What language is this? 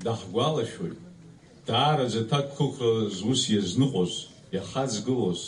Abkhazian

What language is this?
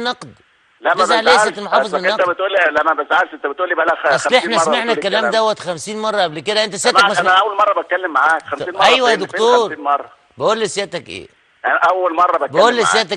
Egyptian Arabic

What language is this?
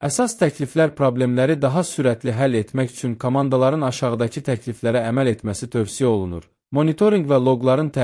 Azerbaijani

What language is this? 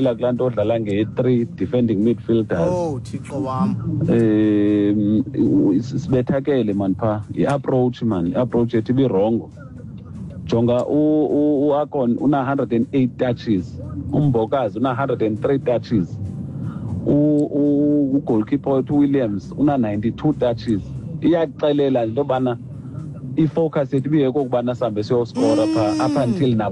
Xhosa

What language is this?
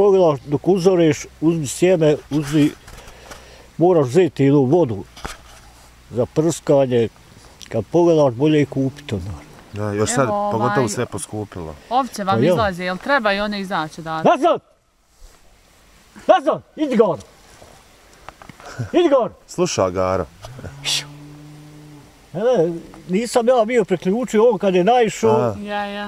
Bosnian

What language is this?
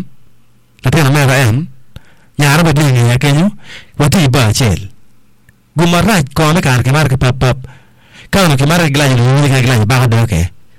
Acoli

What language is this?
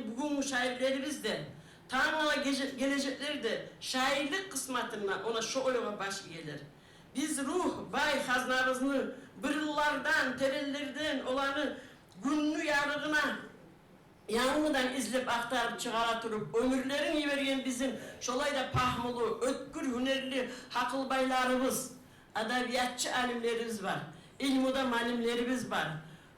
Kumyk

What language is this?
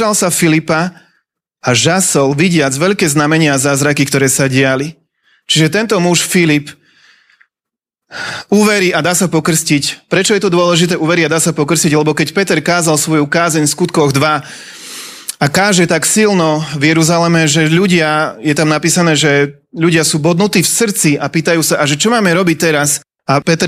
Slovak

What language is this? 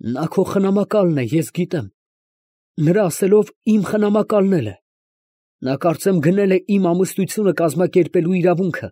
Armenian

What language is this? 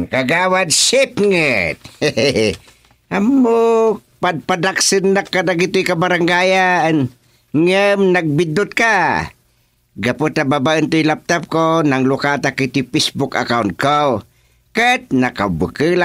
Iloko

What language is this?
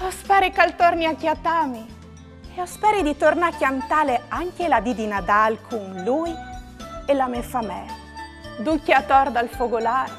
Friulian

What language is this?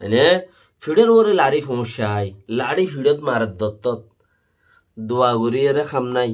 Rohingya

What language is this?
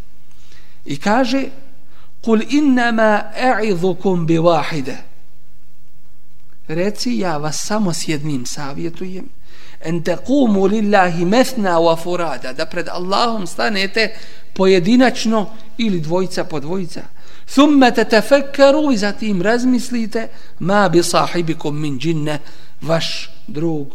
Bosnian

